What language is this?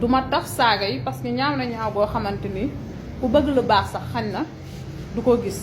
Wolof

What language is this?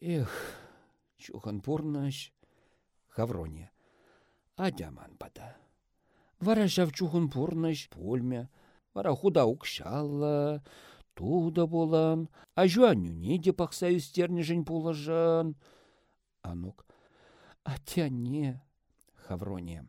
Chuvash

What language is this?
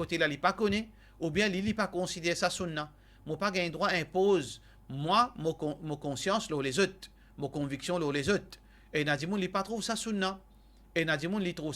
Morisyen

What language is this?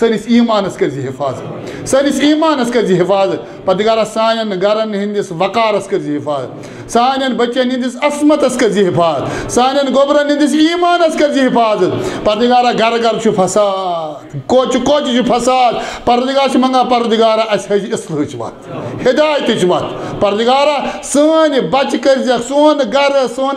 Kashmiri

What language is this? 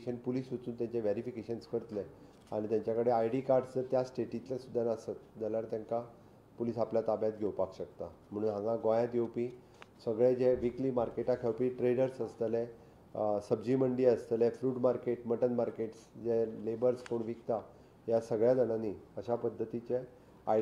Konkani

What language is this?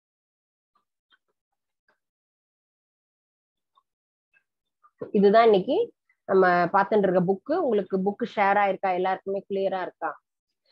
Tamil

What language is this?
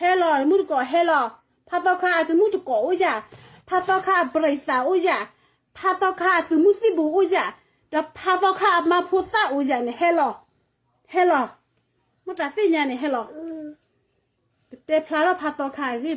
S'gaw Karen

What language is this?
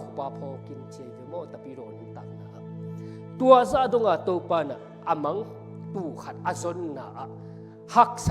Tedim Chin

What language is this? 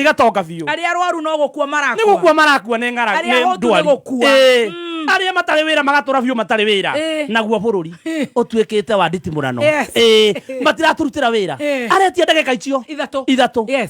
Kikuyu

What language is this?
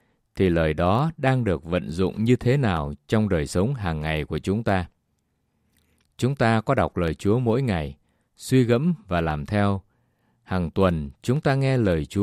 Vietnamese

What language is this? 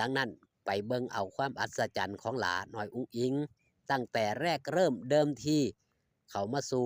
Northeastern Thai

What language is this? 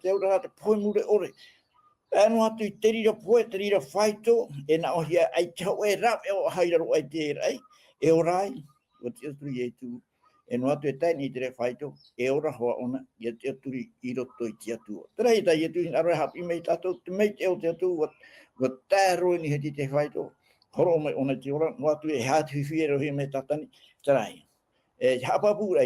Tahitian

